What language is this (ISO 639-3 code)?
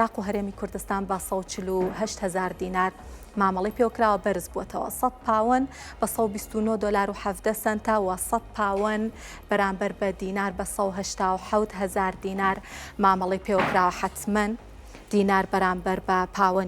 ckb